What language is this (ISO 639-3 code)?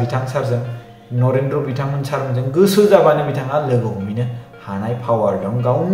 brx